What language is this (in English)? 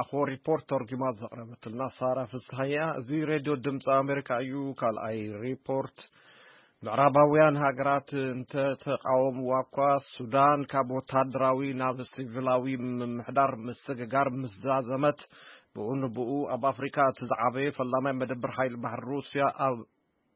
Tigrinya